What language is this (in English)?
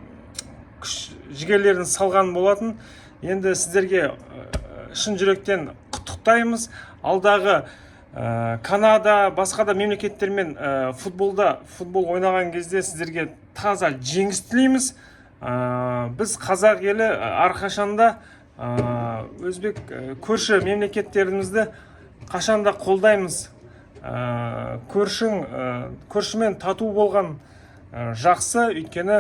Kazakh